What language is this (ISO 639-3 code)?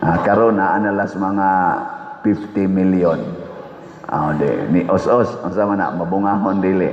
ceb